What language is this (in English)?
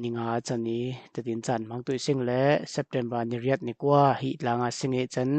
Falam Chin